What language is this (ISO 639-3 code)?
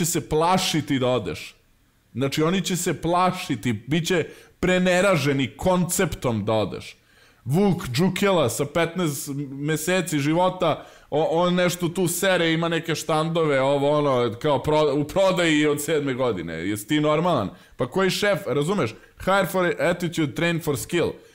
srp